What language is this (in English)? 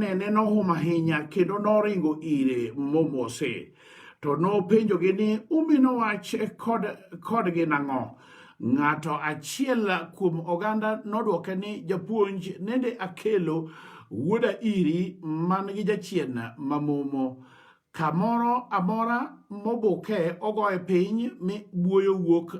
Luo (Kenya and Tanzania)